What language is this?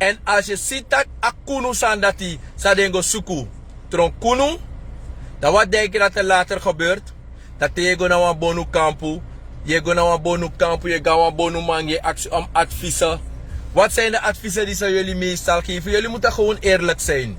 Sranan Tongo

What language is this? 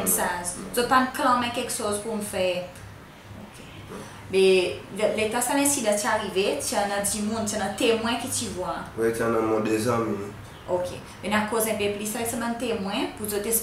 Seselwa Creole French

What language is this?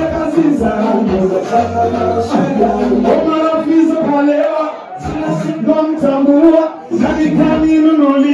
Swahili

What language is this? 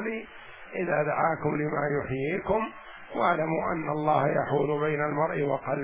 Arabic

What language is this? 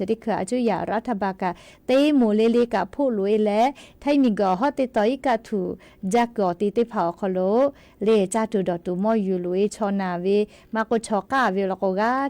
Lahu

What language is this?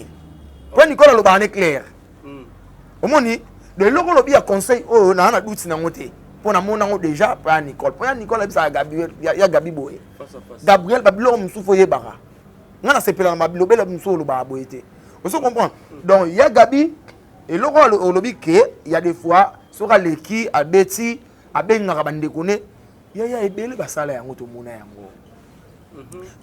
Lingala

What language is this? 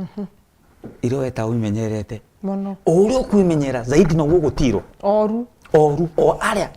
Meru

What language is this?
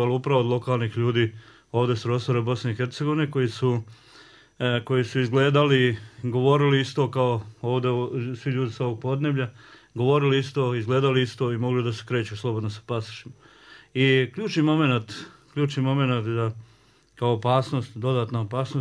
Bosnian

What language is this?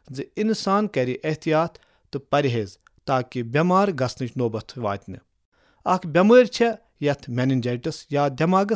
Kashmiri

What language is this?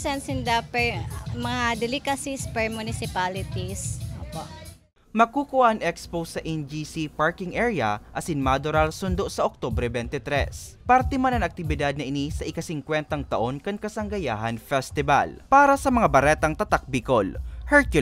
Bikol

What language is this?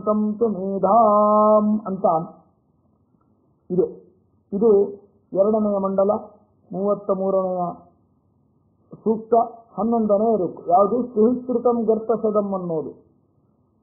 Kannada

